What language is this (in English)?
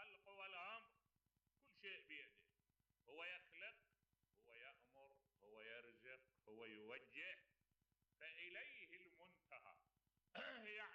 Mesopotamian Arabic